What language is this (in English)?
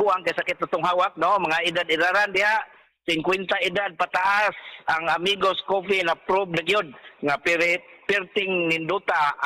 Cebuano